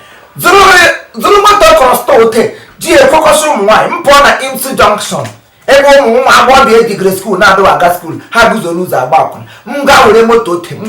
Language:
Igbo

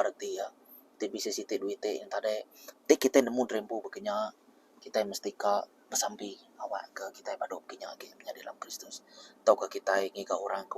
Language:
Iban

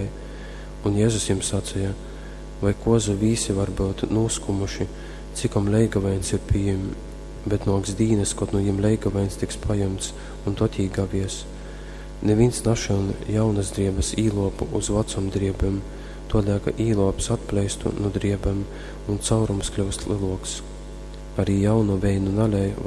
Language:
Latgalian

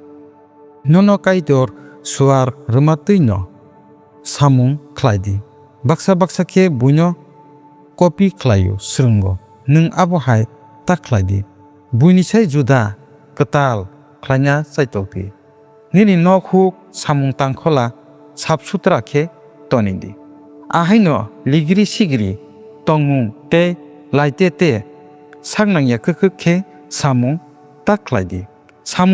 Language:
Kok Borok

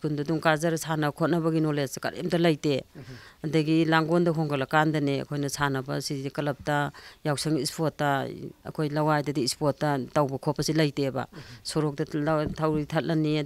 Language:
Manipuri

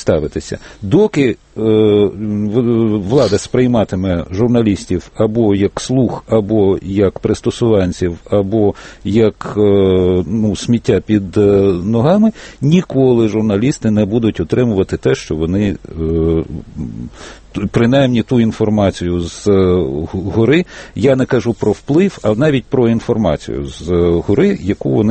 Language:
Ukrainian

